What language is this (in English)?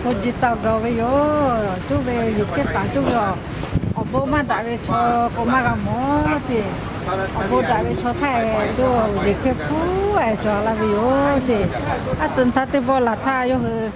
Lahu